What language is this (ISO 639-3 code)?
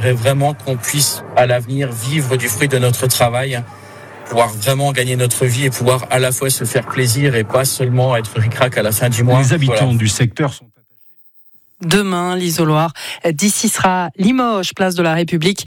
fra